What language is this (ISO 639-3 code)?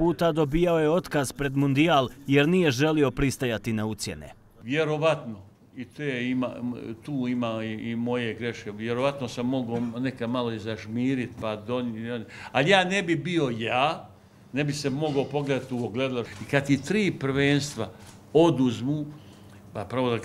bos